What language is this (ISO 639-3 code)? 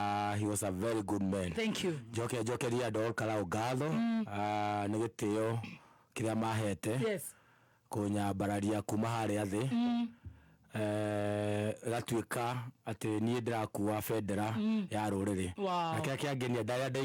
kik